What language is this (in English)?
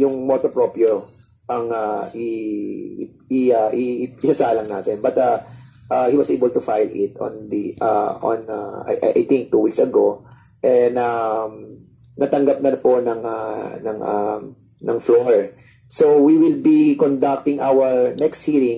Filipino